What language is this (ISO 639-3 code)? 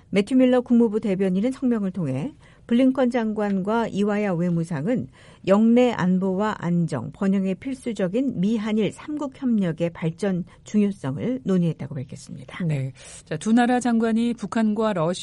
kor